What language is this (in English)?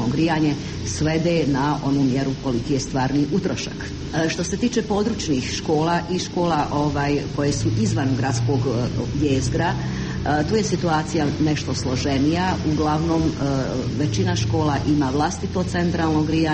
Croatian